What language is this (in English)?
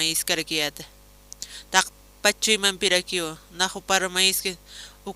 Aymara